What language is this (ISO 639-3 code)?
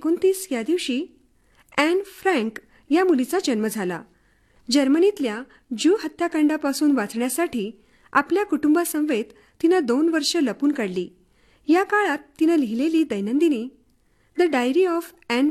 mar